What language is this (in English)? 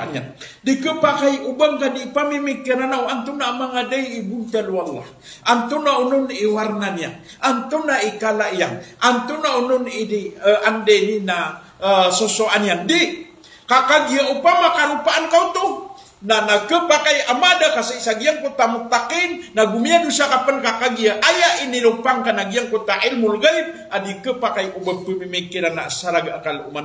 Maranao